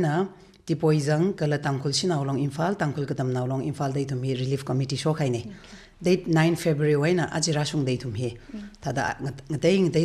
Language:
Tangkhul Naga (India)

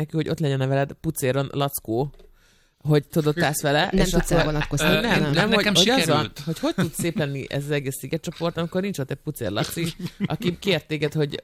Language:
Hungarian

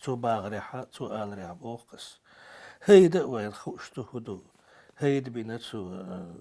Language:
Chechen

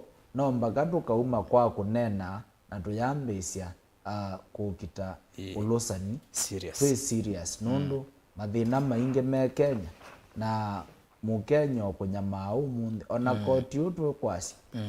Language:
Kamba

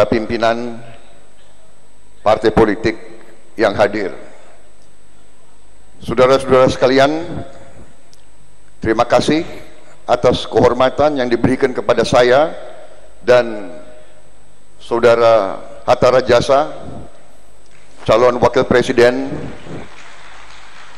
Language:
Indonesian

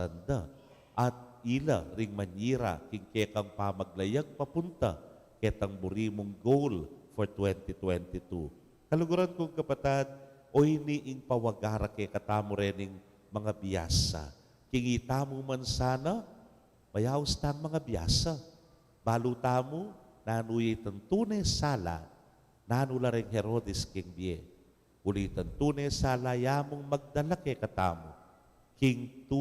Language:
Pampanga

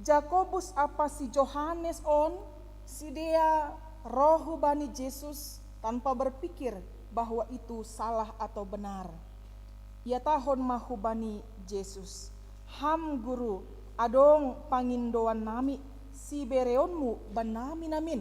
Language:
Batak Simalungun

